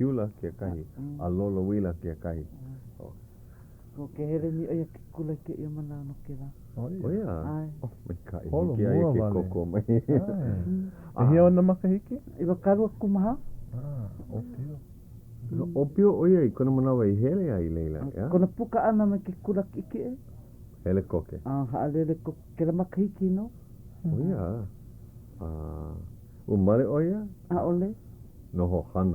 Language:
Hawaiian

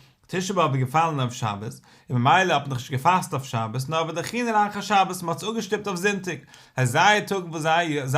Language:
Yiddish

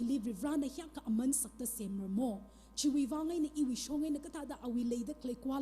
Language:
Tangkhul Naga (India)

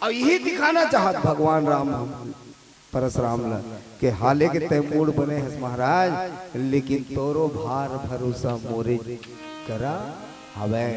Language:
Chhattisgarhi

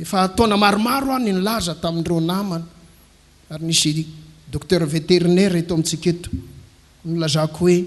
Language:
Malagasy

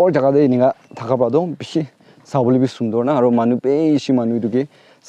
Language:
Naga Pidgin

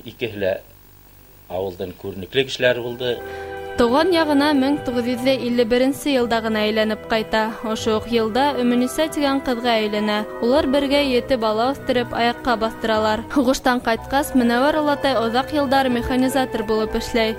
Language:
Bashkir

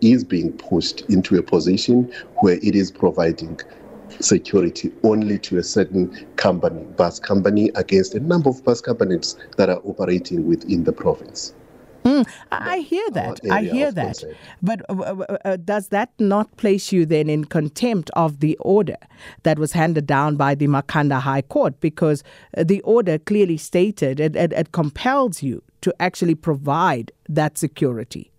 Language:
English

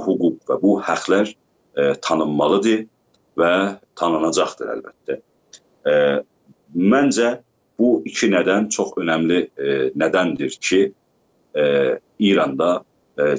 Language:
South Azerbaijani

